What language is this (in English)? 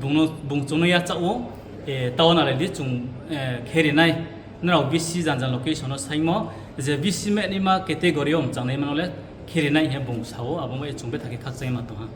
Kok Borok